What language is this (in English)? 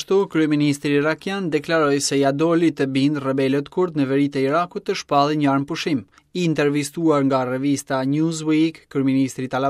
Albanian